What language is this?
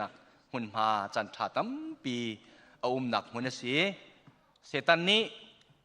Hakha Chin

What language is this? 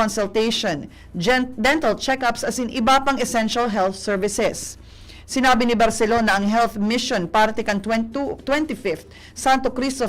Bikol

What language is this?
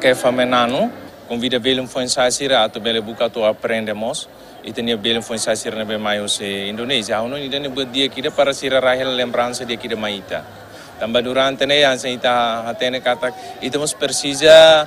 Tetum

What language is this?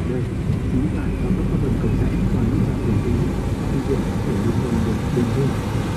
Vietnamese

